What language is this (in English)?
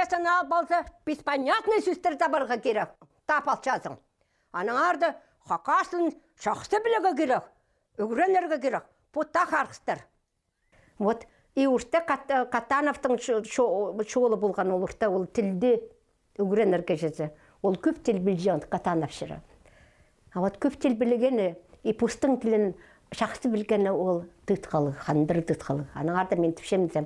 Khakas